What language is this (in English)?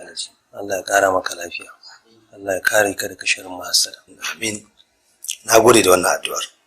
Hausa